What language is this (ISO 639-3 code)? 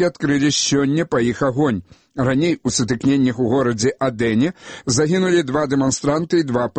bel